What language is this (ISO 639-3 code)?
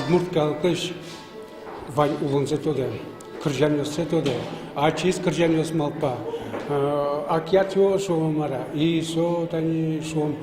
udm